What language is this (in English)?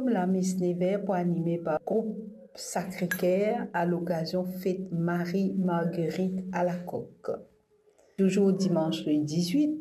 Morisyen